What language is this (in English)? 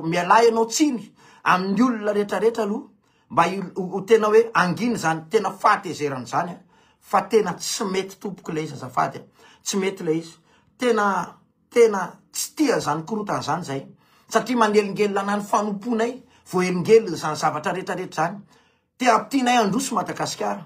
Malagasy